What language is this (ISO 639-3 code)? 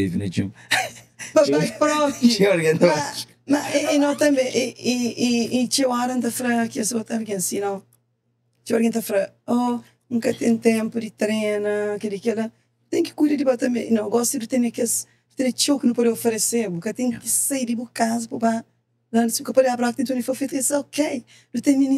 kea